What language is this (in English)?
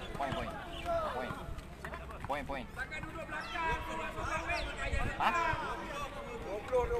Malay